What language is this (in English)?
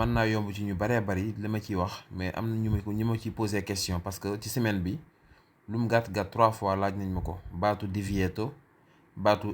Wolof